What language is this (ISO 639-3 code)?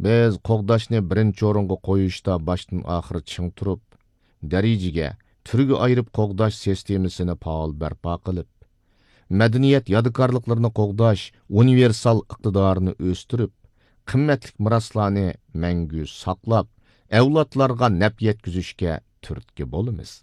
uig